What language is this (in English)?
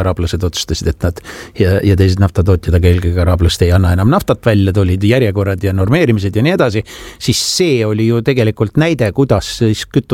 Estonian